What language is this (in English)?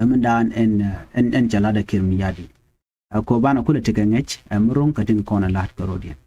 Nuer